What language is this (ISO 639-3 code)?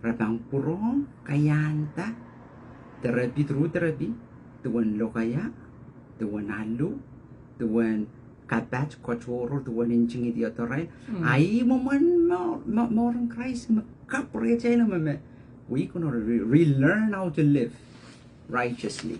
pon